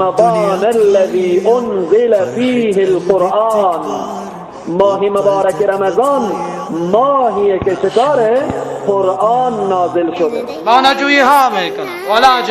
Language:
Persian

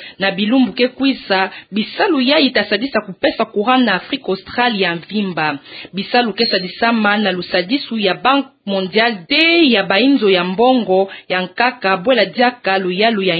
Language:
Kituba (Democratic Republic of Congo)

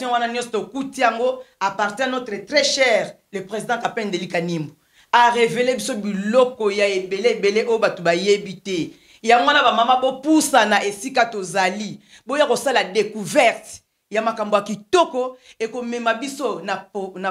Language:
Lingala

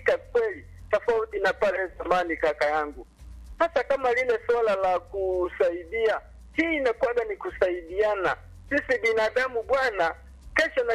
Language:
Swahili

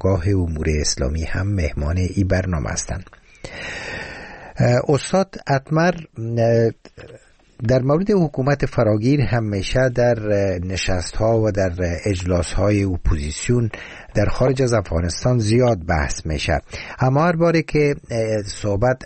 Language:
Persian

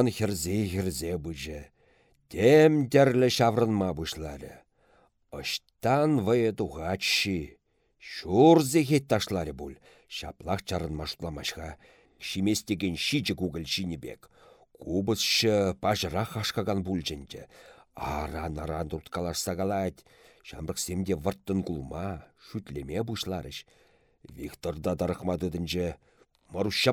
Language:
Chuvash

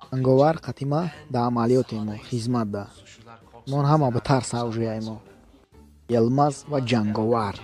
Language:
Tajik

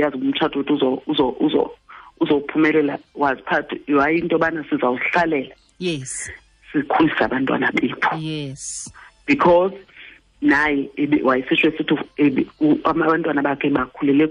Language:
Xhosa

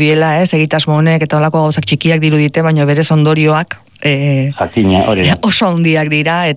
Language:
Basque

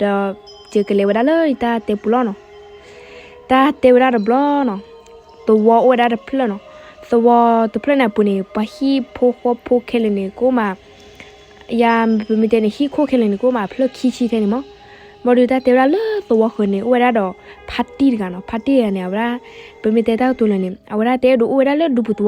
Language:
S'gaw Karen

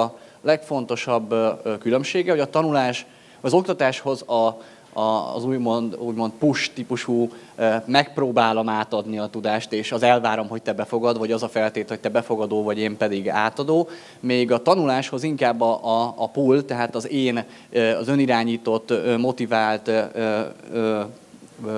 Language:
Hungarian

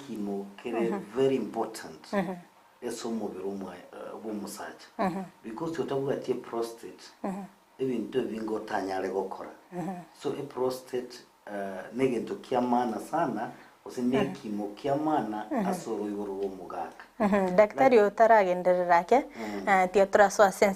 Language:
Gusii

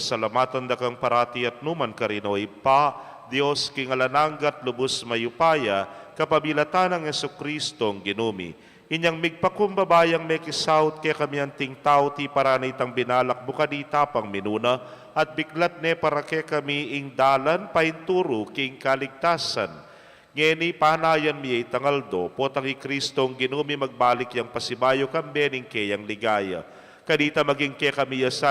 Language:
Pampanga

